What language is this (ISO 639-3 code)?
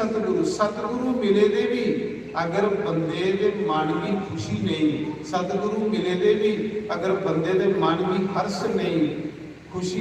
doi